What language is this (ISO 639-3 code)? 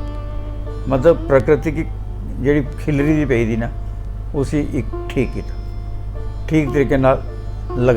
doi